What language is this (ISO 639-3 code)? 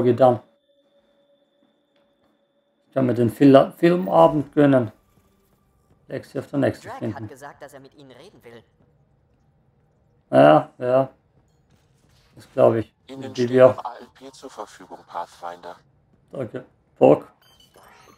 deu